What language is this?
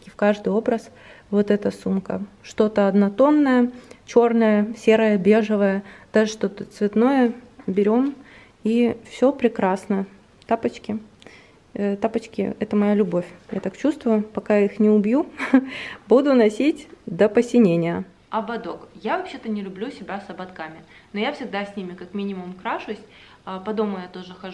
Russian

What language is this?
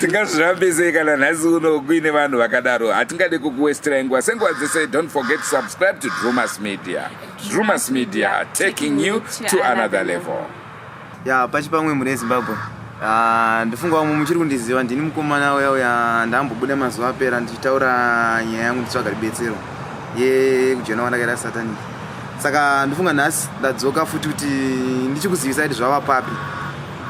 Shona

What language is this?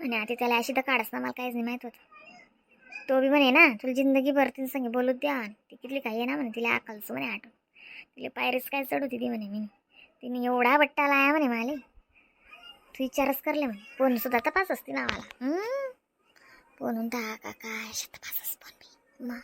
Khandesi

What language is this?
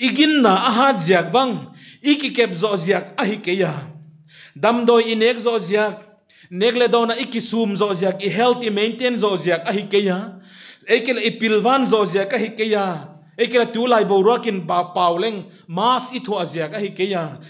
Paite Chin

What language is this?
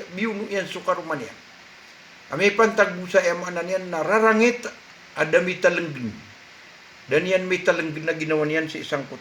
Maranao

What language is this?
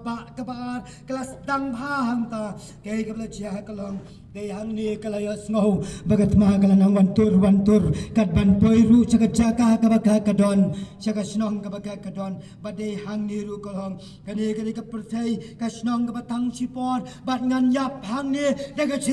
Khasi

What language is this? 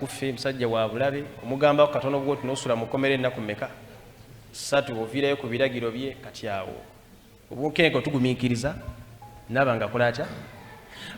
Ganda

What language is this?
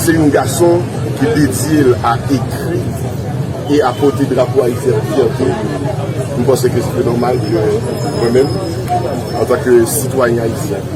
Haitian Creole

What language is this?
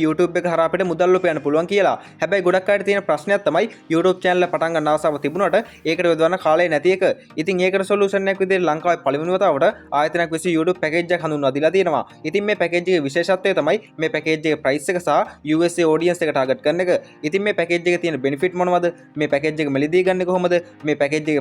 Sinhala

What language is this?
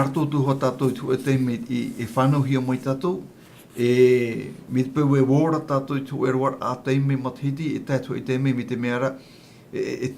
Tahitian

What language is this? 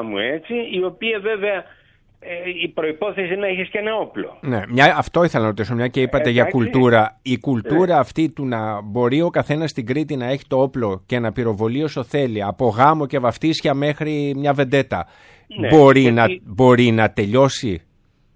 Greek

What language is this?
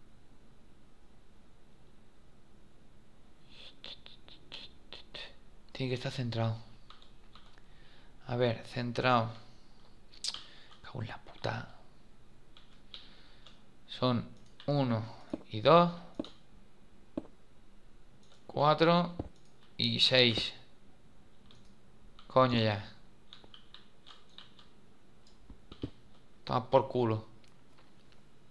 Spanish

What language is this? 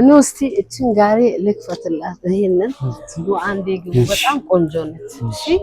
Amharic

